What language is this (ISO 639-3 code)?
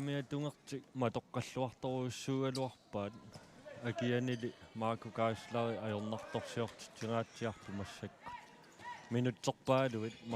kal